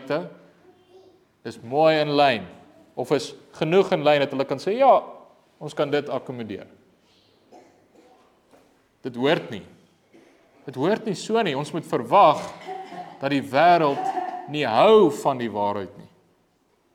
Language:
Afrikaans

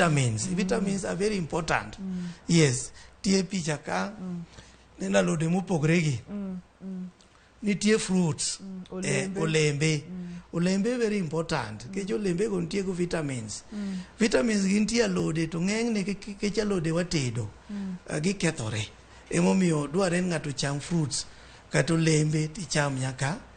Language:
Luo (Kenya and Tanzania)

